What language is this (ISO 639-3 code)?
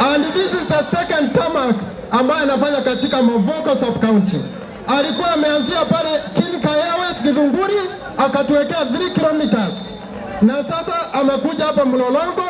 swa